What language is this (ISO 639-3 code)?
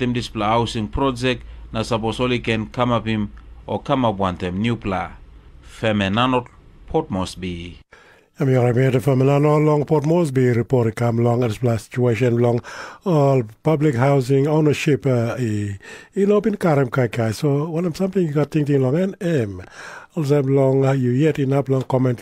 tpi